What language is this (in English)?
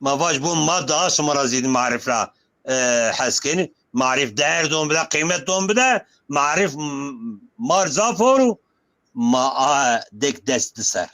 Zaza